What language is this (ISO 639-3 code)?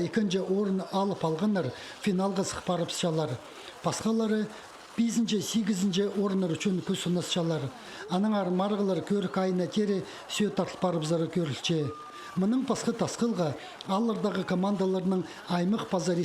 kjh